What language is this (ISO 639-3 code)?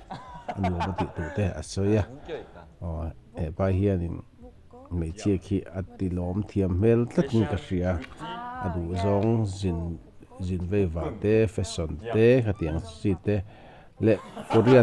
lus